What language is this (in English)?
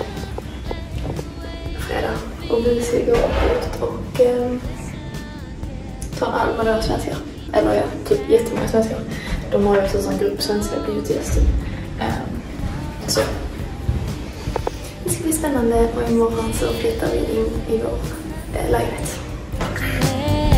Swedish